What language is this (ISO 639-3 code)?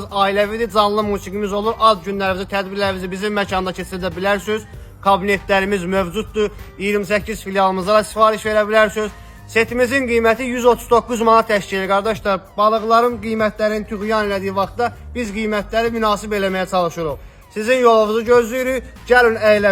aze